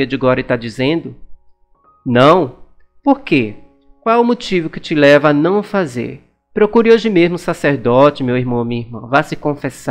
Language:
Portuguese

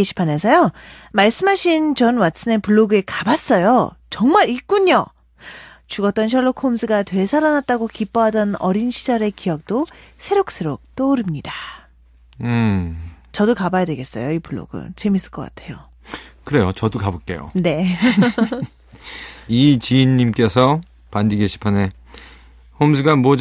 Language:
Korean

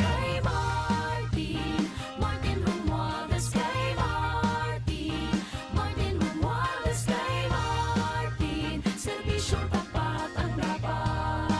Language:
Bikol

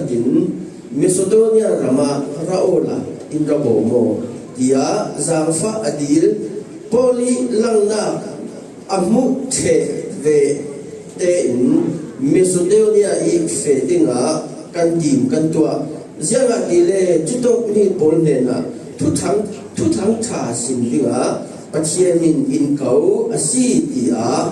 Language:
Falam Chin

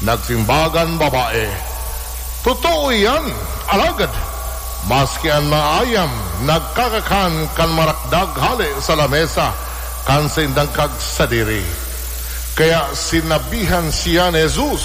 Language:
Bikol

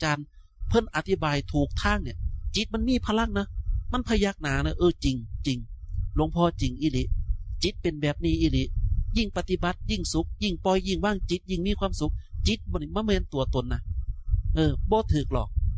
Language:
Northeastern Thai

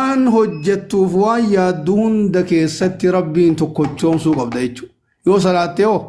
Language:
Oromo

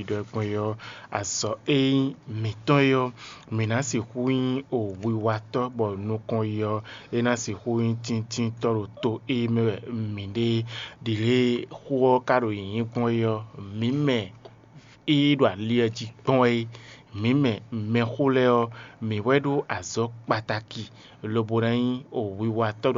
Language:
Fon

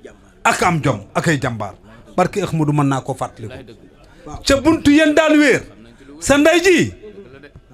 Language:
Wolof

